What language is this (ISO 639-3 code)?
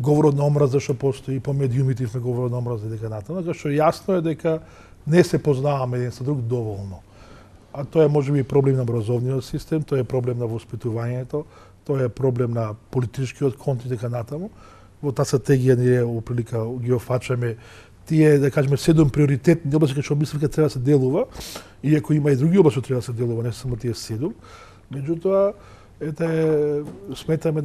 mkd